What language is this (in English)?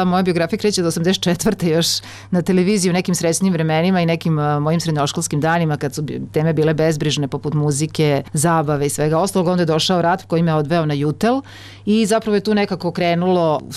Serbian